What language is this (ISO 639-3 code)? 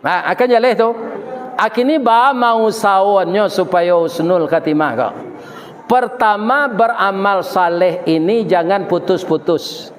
min